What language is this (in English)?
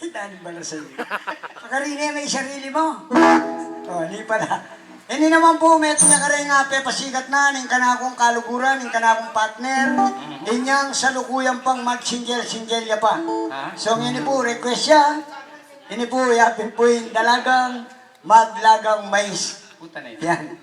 Pampanga